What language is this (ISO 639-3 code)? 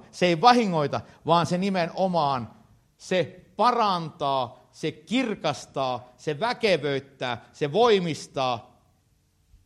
fin